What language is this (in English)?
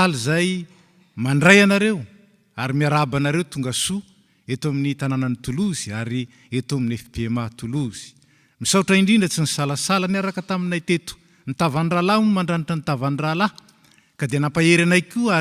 Malagasy